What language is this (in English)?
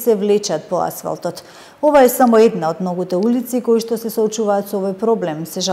Macedonian